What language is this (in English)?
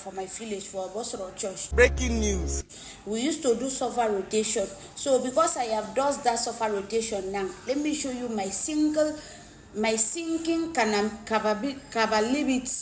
Nigerian Pidgin